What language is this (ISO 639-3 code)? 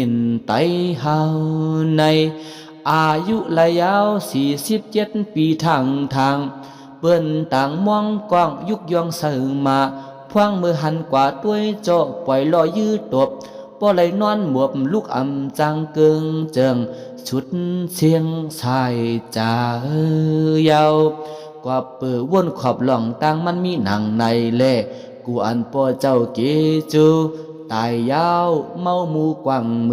shn